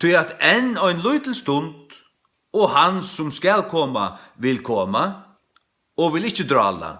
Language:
Faroese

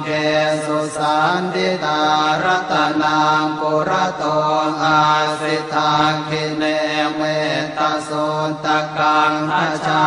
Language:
Pali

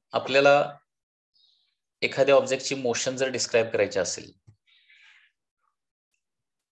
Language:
Marathi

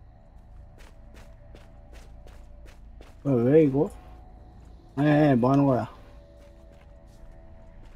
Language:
Korean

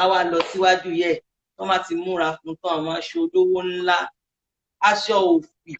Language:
Yoruba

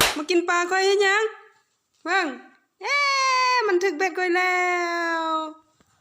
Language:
Lao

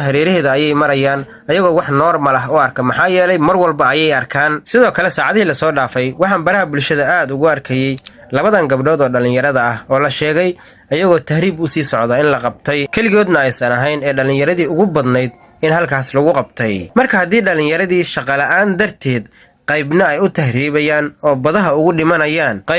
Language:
Somali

